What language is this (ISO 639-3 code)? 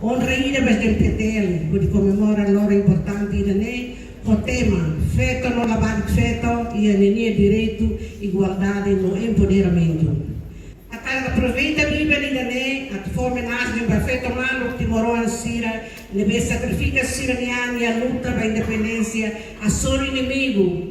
tet